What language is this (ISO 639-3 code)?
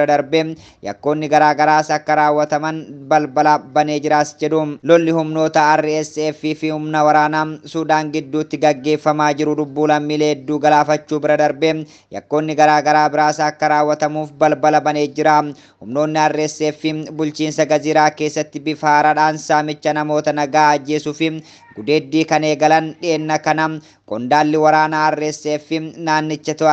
orm